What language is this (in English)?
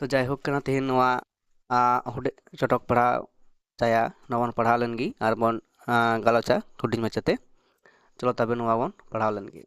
Santali